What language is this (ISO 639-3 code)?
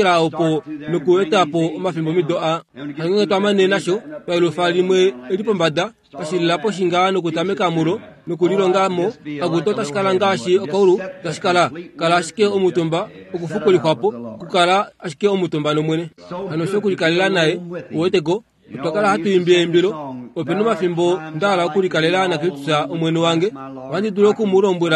kua